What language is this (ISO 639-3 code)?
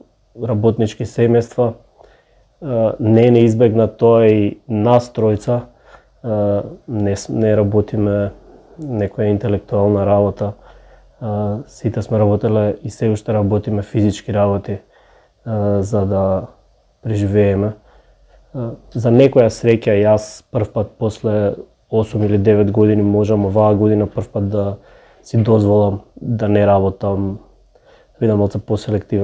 mkd